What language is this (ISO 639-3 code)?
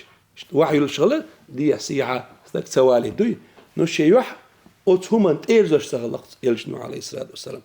che